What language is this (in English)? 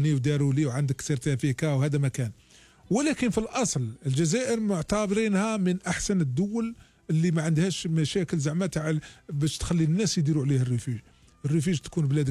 Algerian Arabic